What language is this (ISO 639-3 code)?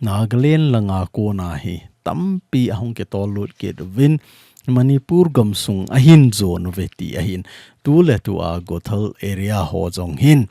tcz